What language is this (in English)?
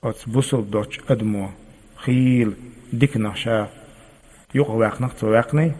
Chechen